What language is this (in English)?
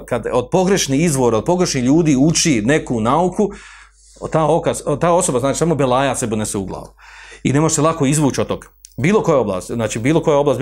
Bosnian